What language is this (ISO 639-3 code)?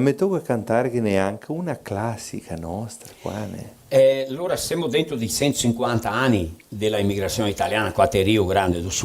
vec